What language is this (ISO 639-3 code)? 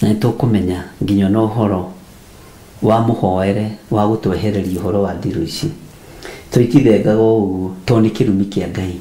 kik